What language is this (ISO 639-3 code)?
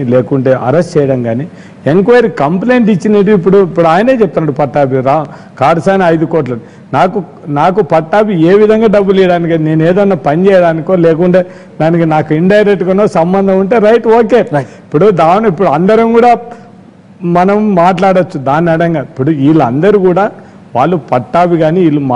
tel